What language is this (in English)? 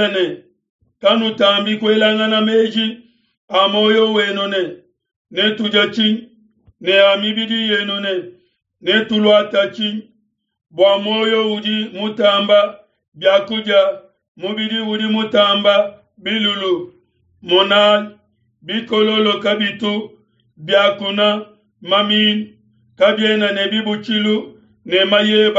Luba-Lulua